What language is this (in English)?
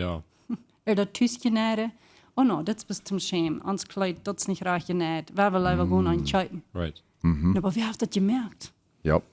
Plautdietsch